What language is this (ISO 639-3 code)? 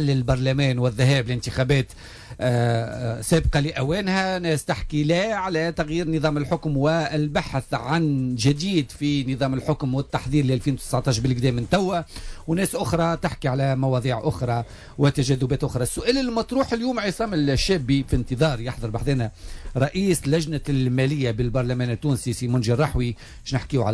aeb